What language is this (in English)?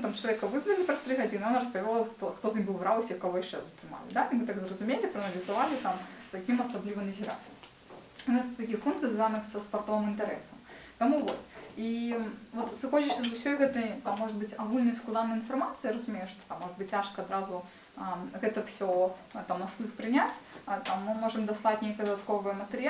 Belarusian